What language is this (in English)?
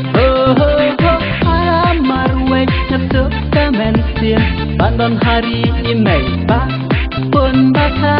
Khasi